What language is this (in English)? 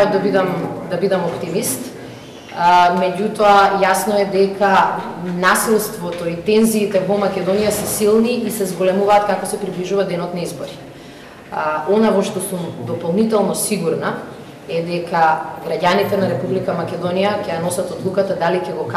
Macedonian